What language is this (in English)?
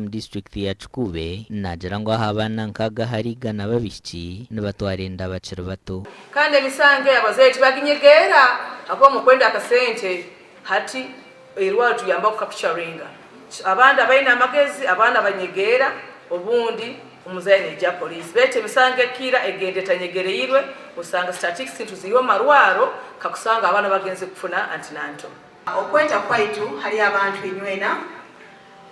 Nyankole